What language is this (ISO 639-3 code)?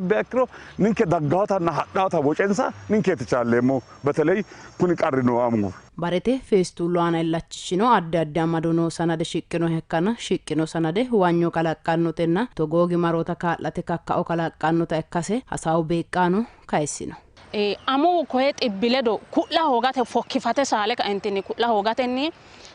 sid